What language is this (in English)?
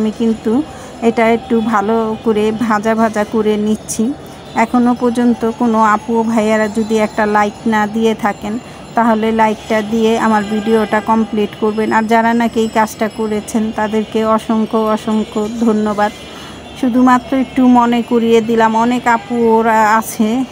Bangla